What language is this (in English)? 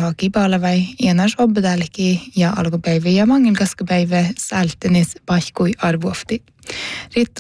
Northern Sami